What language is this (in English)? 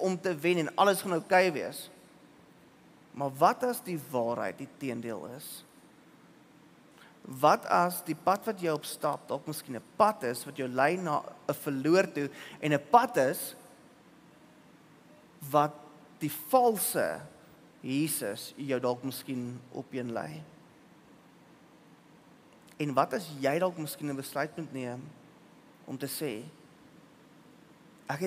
Afrikaans